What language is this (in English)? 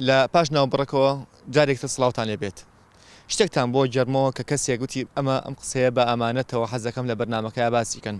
Central Kurdish